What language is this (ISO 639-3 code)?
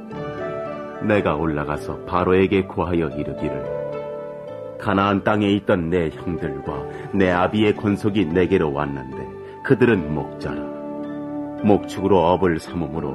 kor